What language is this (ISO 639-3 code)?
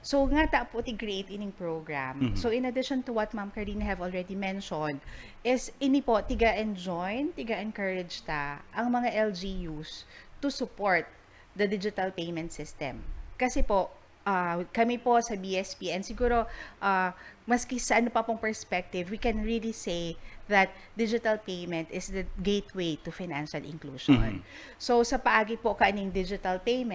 bik